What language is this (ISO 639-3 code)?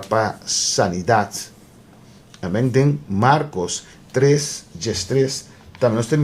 pap